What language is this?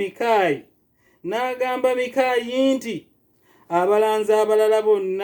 Ganda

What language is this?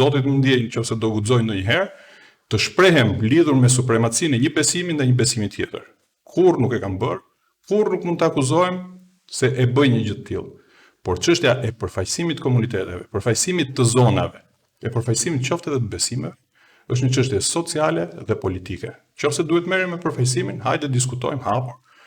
Albanian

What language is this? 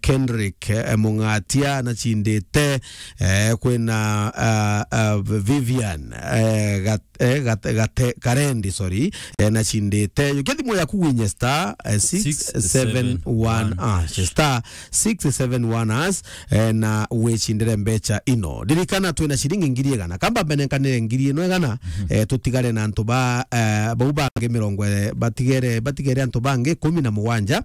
Meru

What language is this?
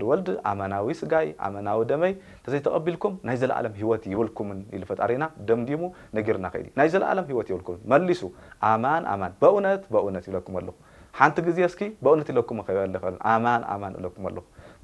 Tigrinya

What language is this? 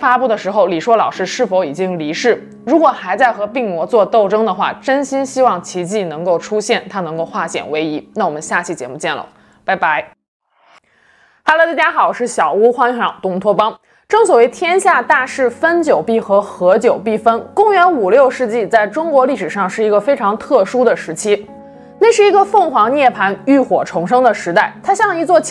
Chinese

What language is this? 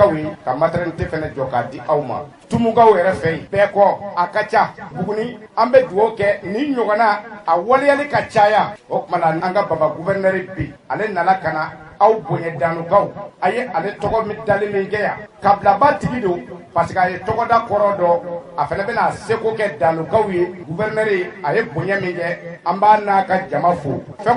Bambara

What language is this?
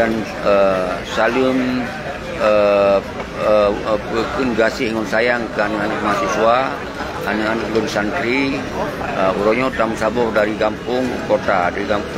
Achinese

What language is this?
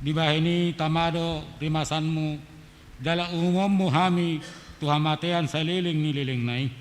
Batak Toba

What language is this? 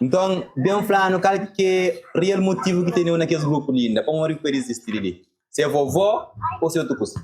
Kabuverdianu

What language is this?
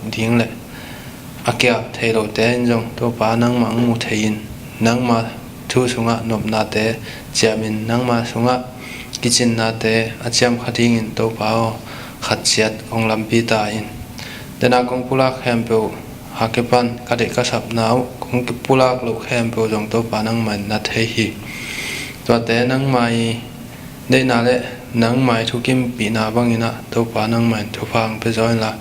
Tedim Chin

